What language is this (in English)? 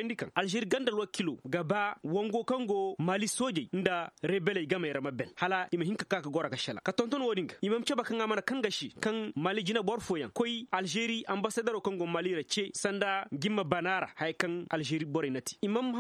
Koyraboro Senni